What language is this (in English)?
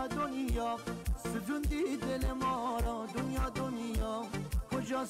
Persian